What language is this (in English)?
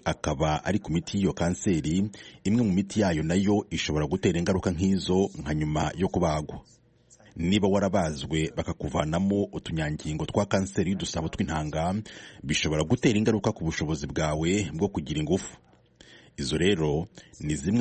Kinyarwanda